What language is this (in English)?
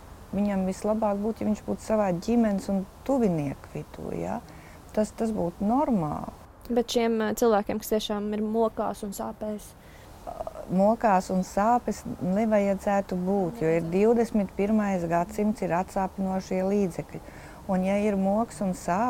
Latvian